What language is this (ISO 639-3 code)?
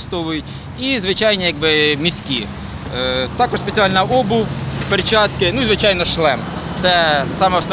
ukr